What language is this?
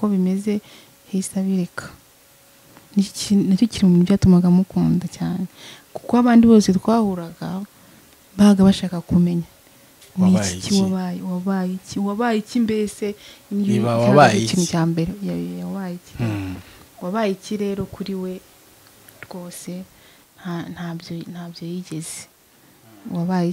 Kinyarwanda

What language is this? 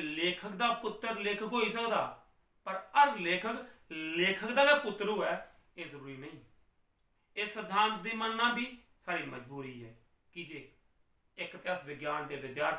Dogri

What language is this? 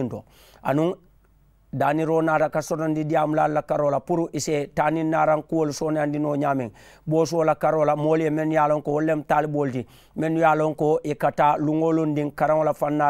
Mandingo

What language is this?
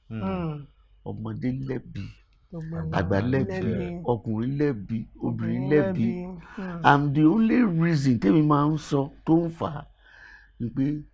Yoruba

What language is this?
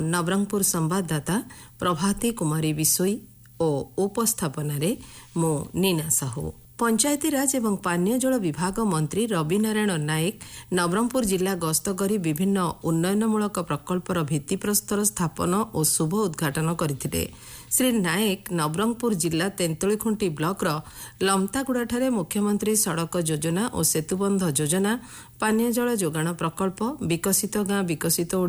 Odia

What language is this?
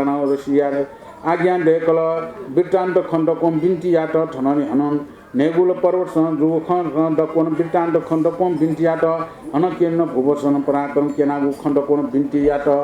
Newari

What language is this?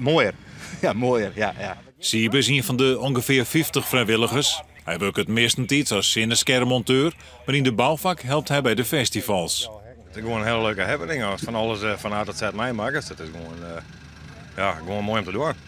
Western Frisian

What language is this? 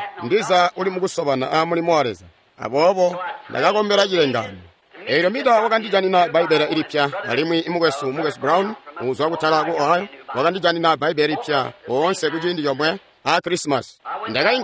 Tonga (Zambia)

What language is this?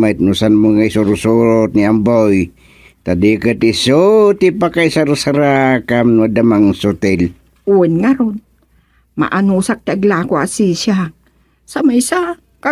Iloko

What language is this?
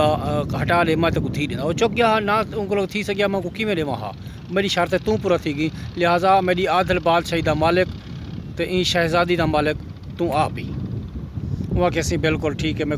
Saraiki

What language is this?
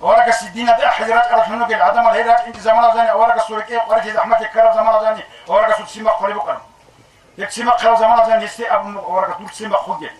Avaric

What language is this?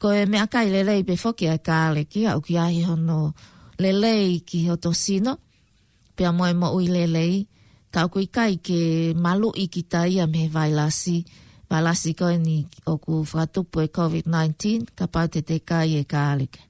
Tongan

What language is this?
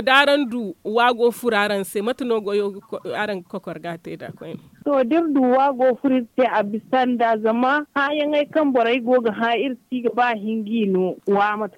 Zarma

